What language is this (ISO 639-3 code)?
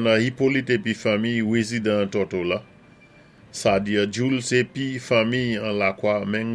acf